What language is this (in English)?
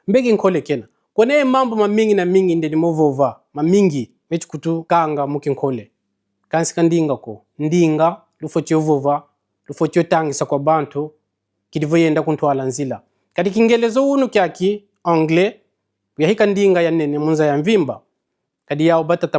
Kongo